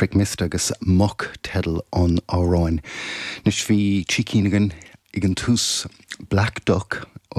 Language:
Irish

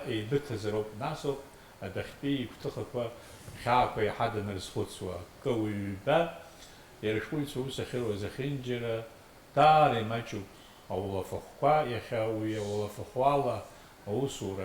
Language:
Abkhazian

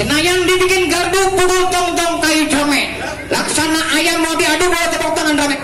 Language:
Betawi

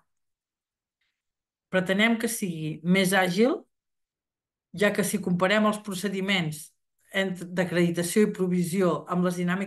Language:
Catalan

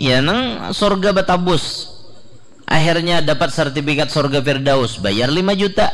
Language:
Banjar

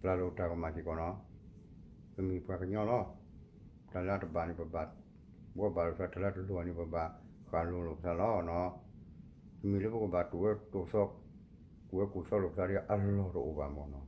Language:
S'gaw Karen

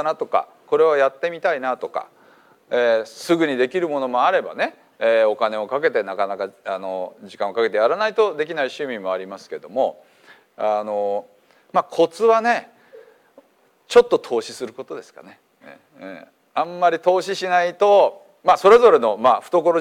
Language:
Japanese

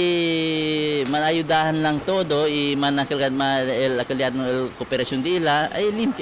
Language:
Chavacano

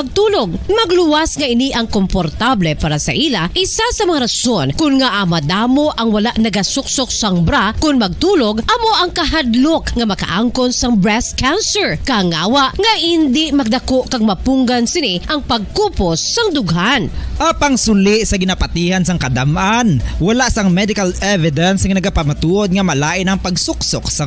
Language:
Hiligaynon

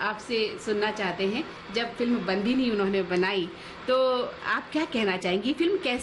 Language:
Hindi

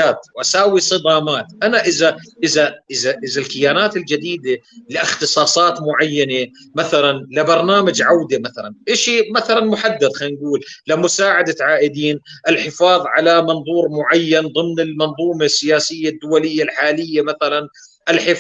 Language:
North Levantine Arabic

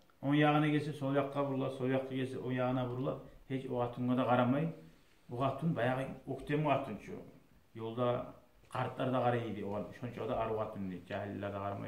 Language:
Kumyk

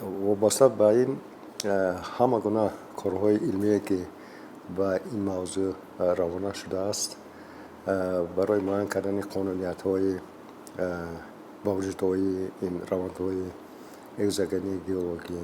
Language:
Tajik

